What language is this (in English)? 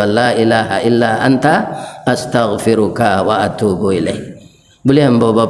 Minangkabau